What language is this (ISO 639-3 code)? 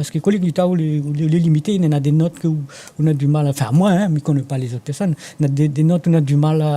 rcf